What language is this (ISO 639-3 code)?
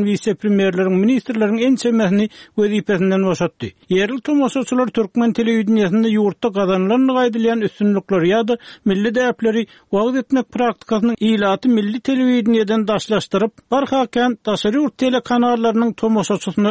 tuk